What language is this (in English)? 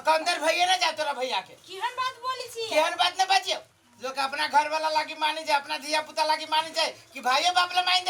Maithili